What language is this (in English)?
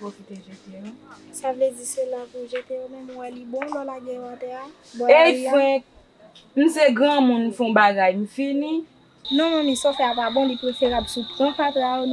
Haitian Creole